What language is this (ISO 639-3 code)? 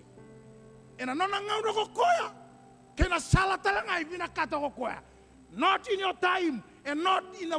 fij